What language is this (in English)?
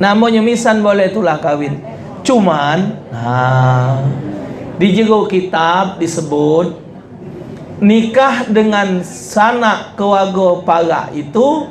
Musi